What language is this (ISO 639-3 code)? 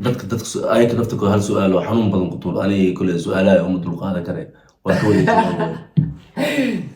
som